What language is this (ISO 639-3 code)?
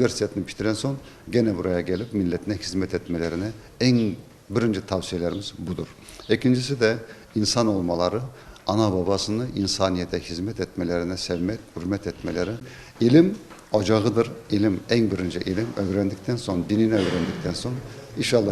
crh